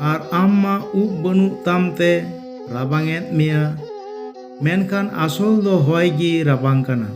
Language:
Santali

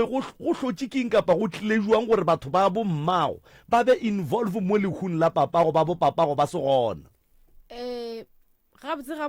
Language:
Northern Sotho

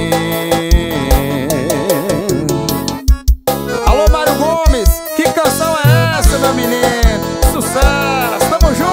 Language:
Portuguese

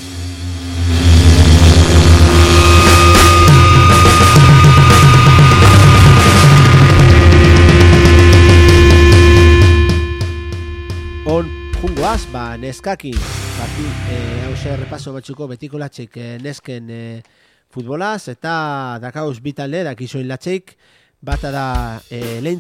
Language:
Basque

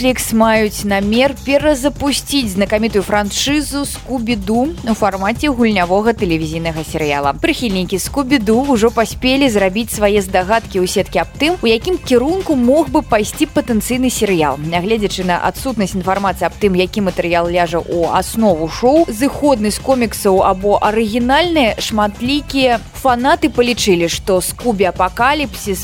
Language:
Belarusian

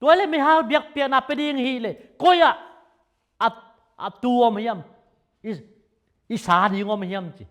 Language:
Tedim Chin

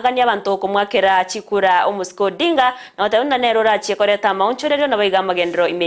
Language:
Gusii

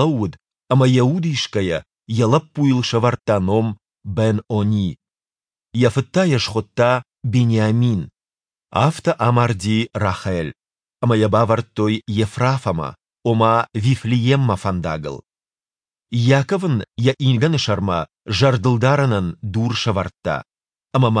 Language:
Ossetic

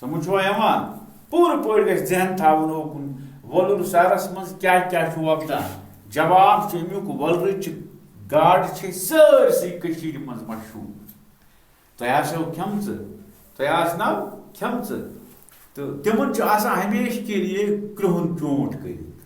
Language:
Kashmiri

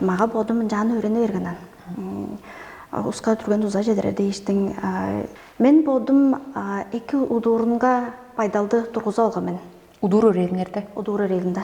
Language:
Tuvinian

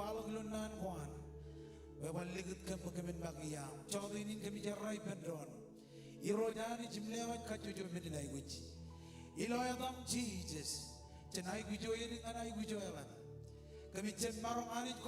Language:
Marshallese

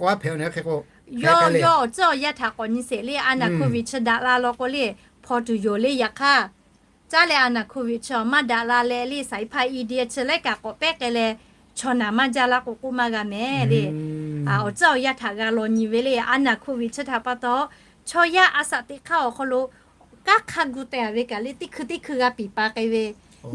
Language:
Lahu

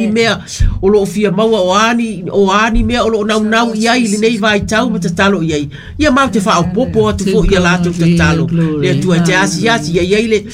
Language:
Samoan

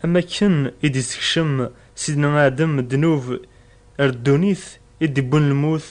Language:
Kabyle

